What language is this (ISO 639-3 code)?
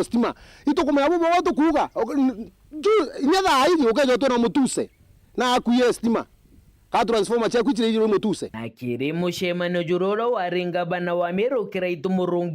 mer